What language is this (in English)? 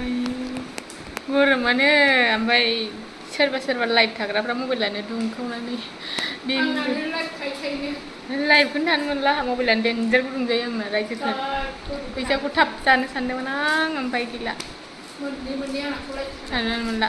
Bodo